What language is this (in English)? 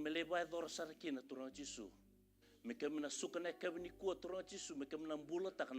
Fijian